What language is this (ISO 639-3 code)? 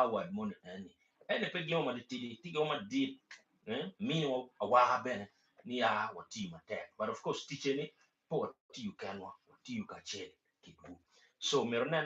ach